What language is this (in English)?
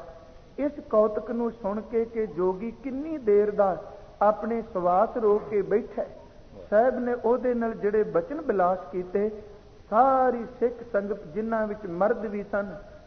Punjabi